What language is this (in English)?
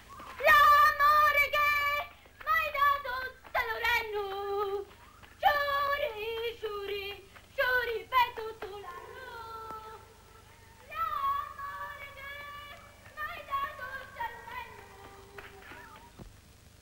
Italian